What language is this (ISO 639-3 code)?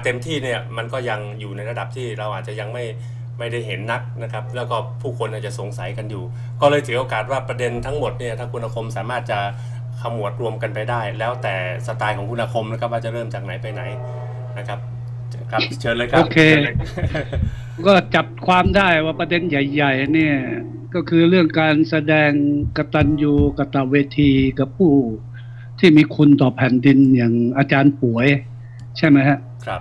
tha